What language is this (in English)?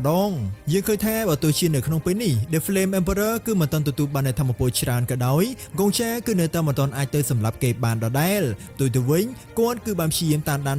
Khmer